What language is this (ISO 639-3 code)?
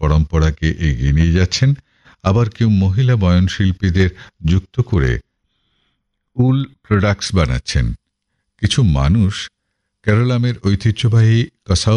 ben